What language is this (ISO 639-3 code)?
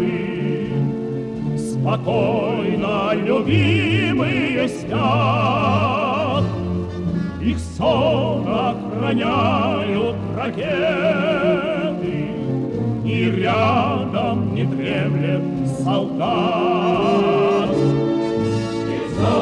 rus